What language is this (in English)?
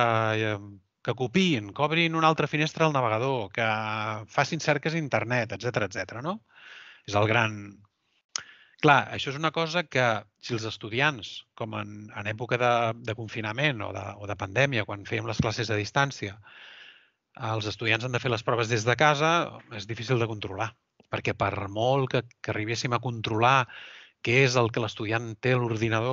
Catalan